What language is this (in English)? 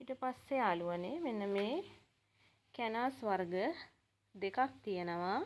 Sinhala